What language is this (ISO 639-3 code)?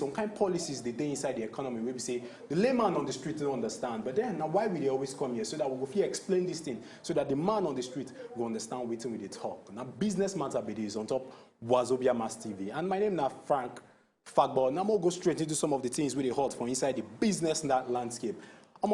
pcm